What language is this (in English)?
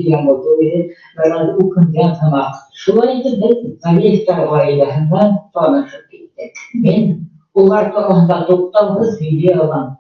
Bashkir